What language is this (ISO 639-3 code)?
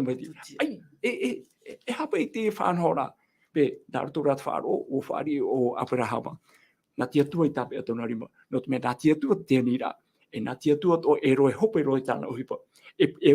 tah